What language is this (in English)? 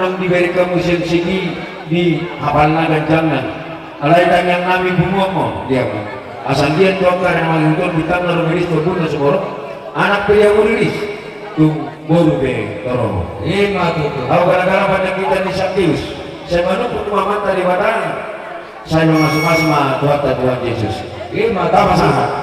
Batak Toba